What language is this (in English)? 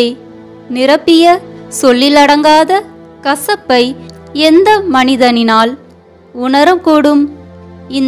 Tamil